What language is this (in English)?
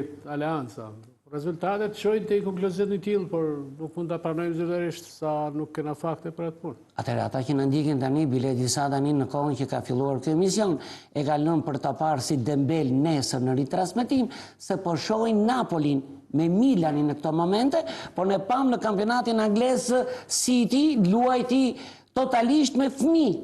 Albanian